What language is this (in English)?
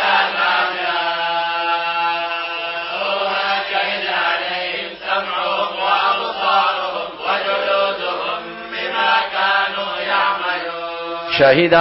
Arabic